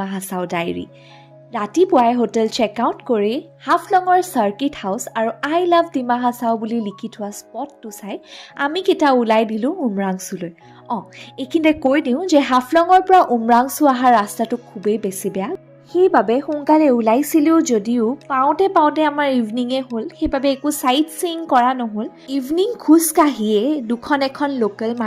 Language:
Assamese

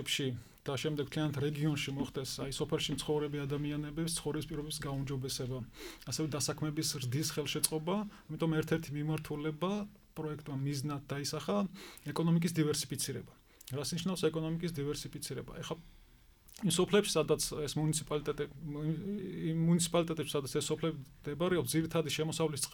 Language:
Georgian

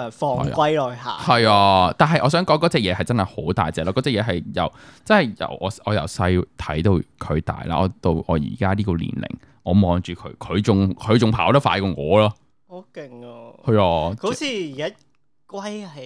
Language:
Cantonese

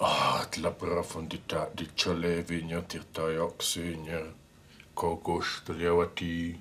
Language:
Romansh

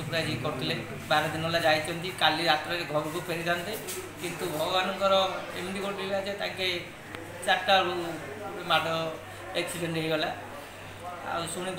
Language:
Odia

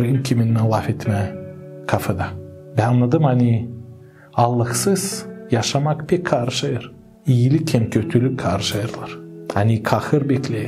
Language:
Gagauz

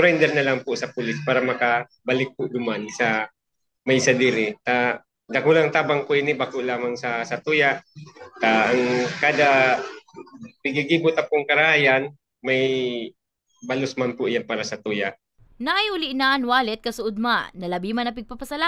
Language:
Bikol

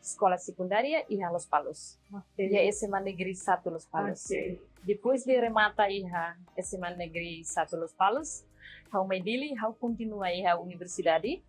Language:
Tetum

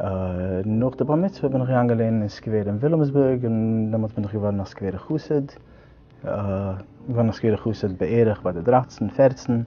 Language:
Yiddish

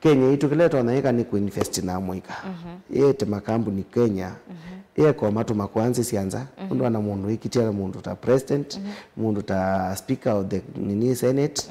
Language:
Kamba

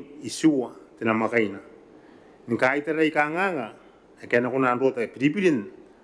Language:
Gilbertese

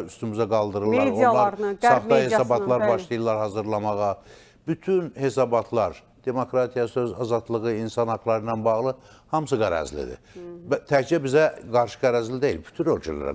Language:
Azerbaijani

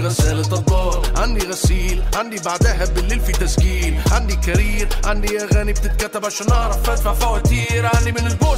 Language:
Egyptian Arabic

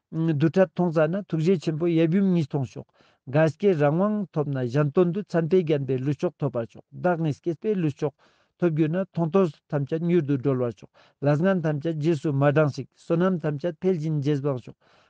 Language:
Ladakhi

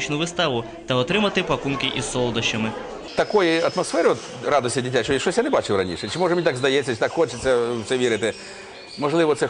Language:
Ukrainian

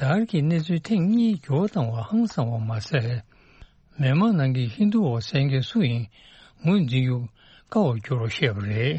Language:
Tibetan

